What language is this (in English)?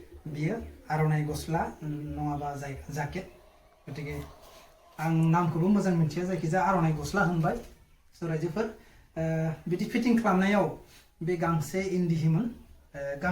Bodo